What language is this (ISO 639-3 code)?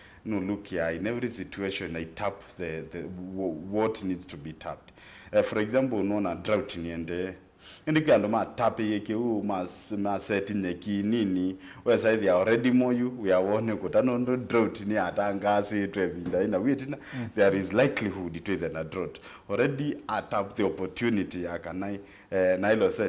kam